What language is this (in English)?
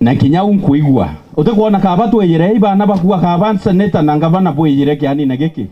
Meru